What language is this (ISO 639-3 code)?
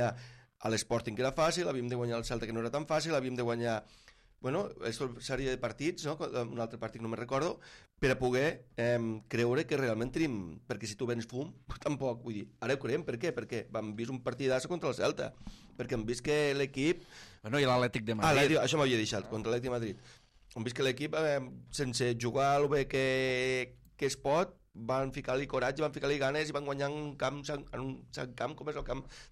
cat